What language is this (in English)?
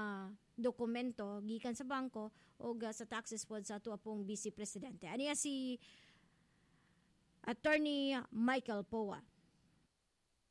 Cebuano